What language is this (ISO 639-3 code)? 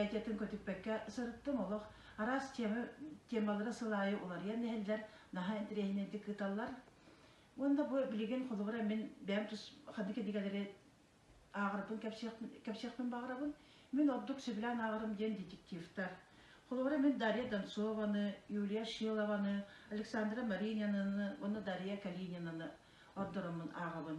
sah